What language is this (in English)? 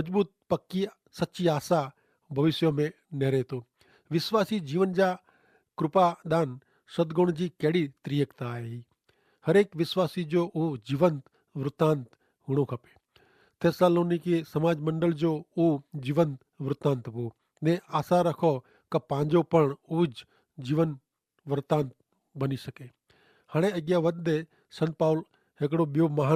Kachhi